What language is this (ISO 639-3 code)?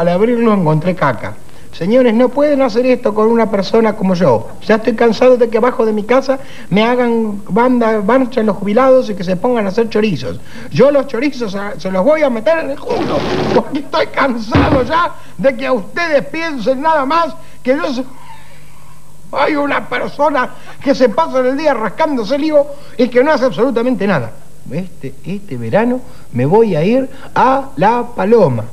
spa